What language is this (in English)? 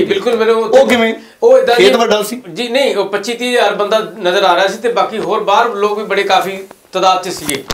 Punjabi